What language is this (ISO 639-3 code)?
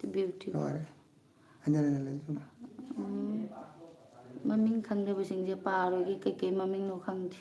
mni